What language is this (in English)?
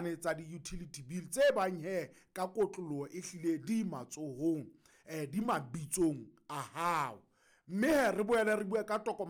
Southern Sotho